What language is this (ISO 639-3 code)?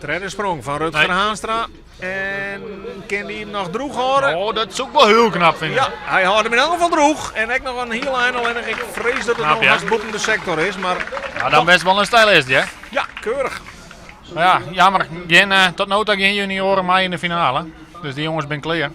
fry